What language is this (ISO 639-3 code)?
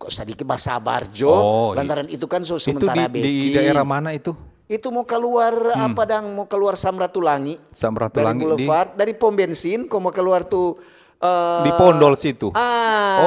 xmm